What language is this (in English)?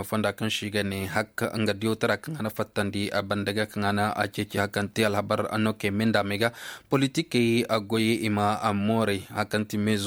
Koyraboro Senni